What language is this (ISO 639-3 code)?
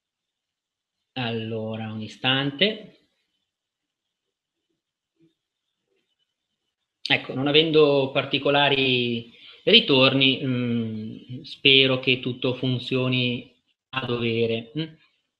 ita